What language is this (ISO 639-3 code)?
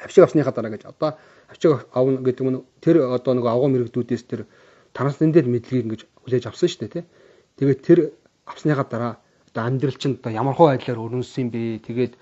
mon